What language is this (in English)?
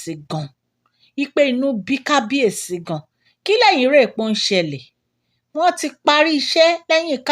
Yoruba